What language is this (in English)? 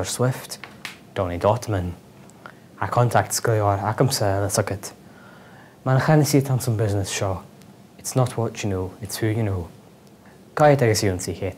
Scottish Gaelic